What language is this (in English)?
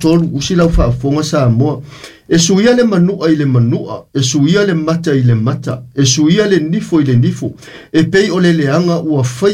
Samoan